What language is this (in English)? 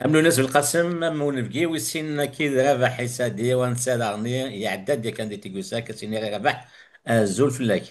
Kabyle